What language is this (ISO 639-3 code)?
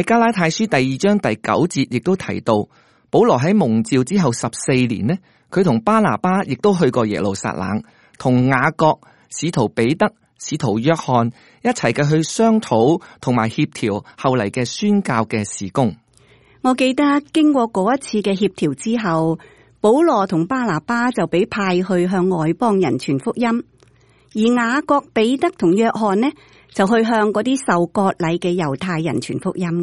yue